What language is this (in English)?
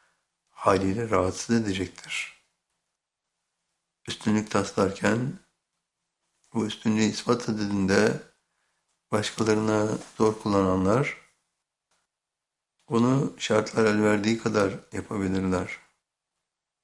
Turkish